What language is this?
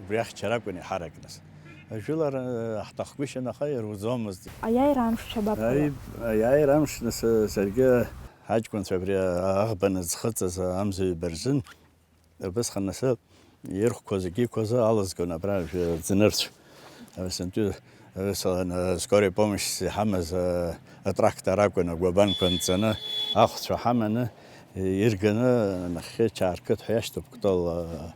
Abkhazian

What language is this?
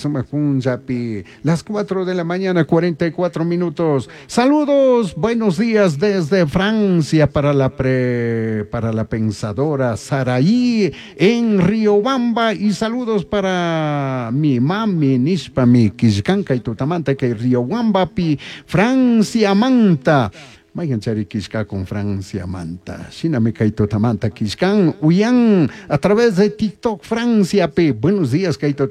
Chimborazo Highland Quichua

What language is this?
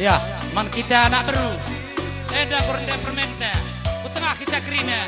Batak Karo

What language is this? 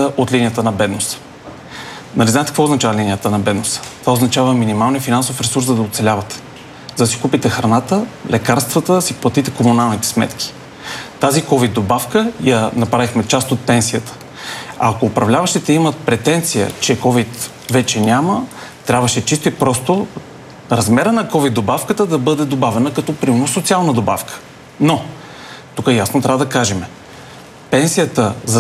Bulgarian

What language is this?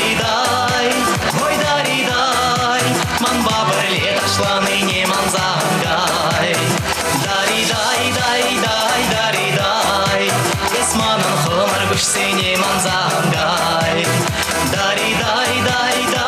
Chuvash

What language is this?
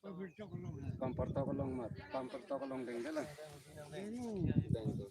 Karbi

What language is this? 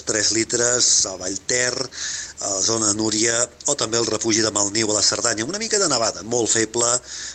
Catalan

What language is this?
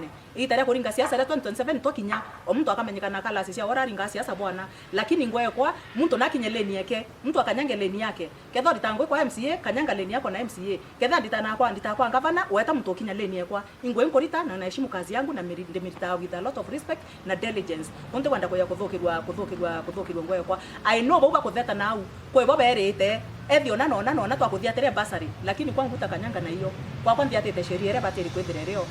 Meru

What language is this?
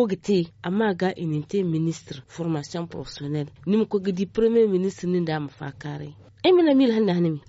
Zarma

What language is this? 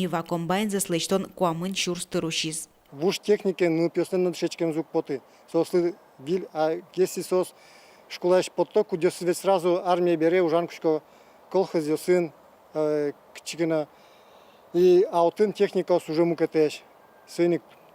Udmurt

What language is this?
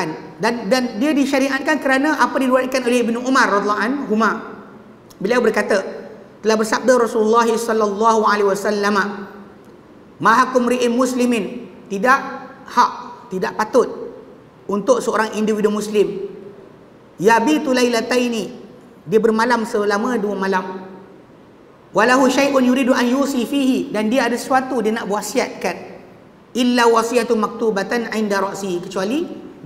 Malay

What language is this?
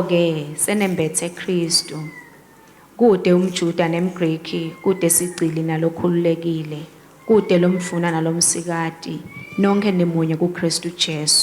Swati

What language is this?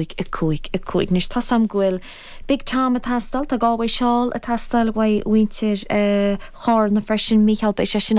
Irish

